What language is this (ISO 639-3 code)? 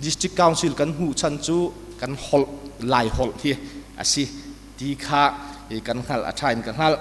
cnh